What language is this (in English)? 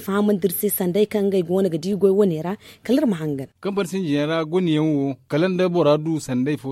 Zarma